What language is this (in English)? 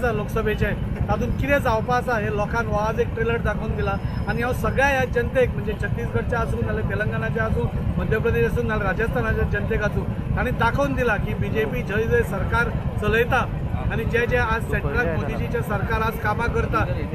Konkani